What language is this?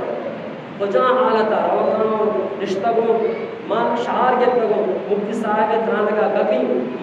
Eastern Balochi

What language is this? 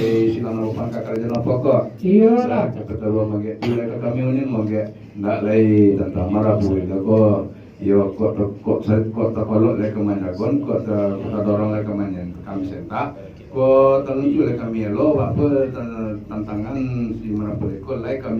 Minangkabau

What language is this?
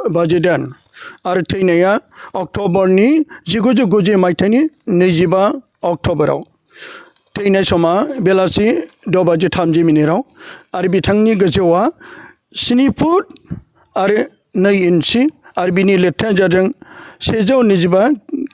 Bodo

